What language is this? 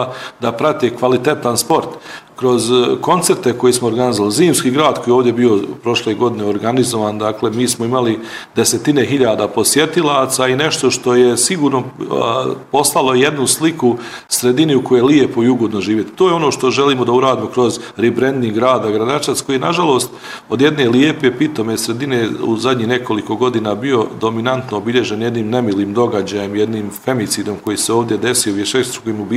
Bosnian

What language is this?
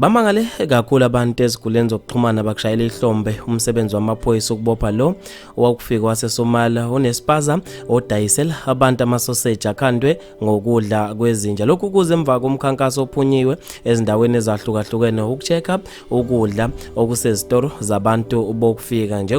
Zulu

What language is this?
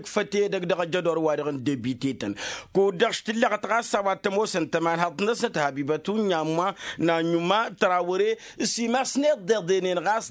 Tamasheq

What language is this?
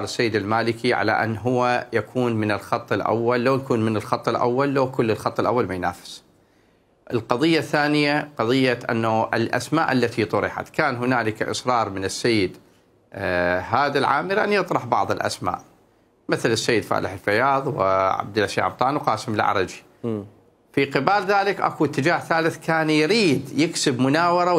Mesopotamian Arabic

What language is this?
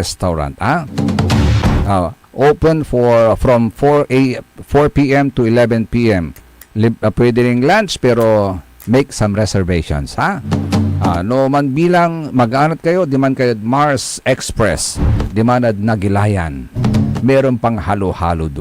Pangasinan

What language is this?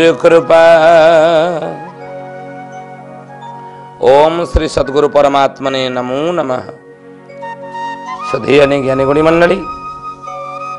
Odia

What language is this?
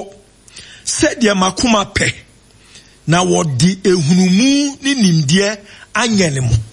Akan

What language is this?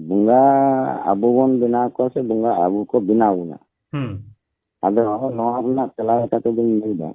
Santali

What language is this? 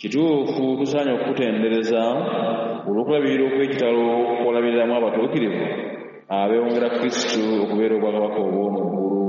Ganda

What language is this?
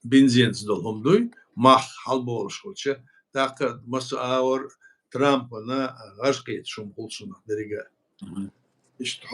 Chechen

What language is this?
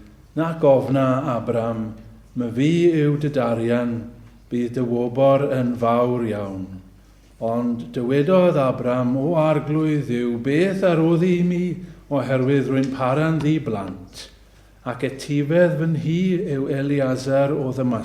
Welsh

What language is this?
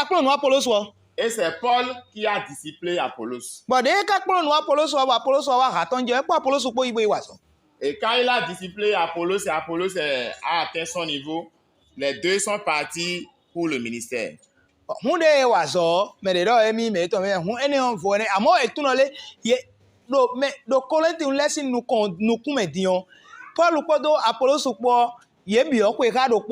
Fon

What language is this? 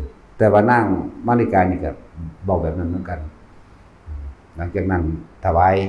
Lao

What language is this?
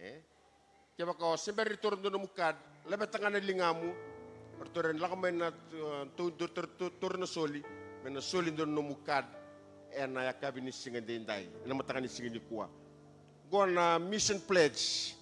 Fijian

